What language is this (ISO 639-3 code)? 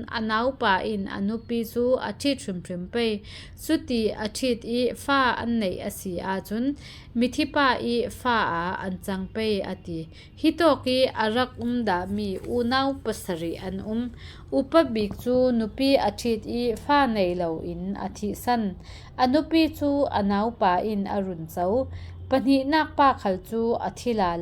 cfm